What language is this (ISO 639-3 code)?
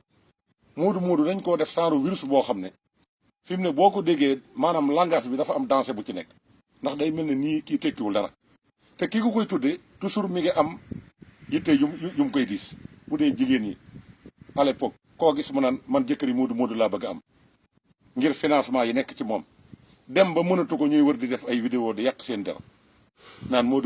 wol